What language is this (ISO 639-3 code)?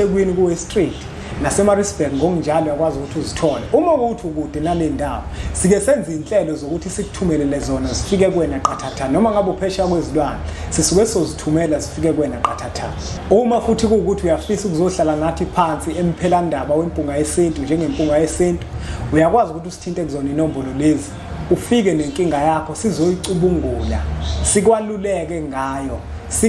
zul